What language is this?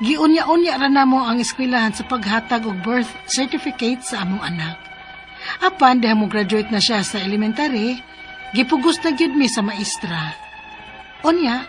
Cebuano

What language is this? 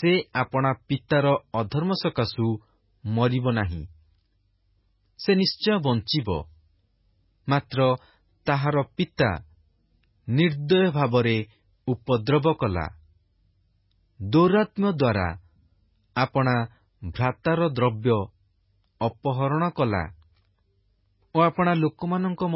Odia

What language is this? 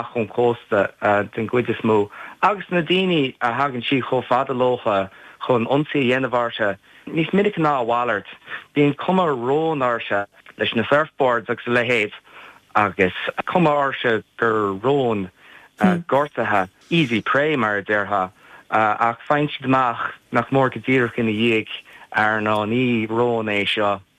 Irish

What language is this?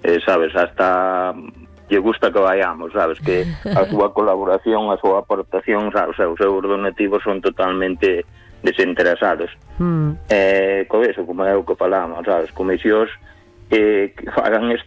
Galician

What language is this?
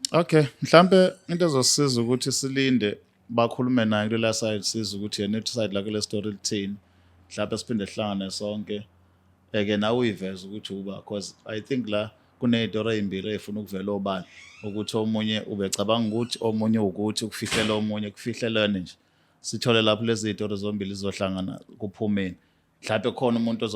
Zulu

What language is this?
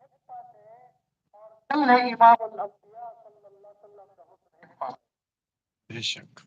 Saraiki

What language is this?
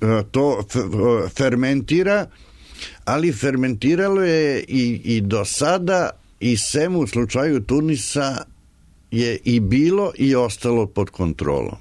Serbian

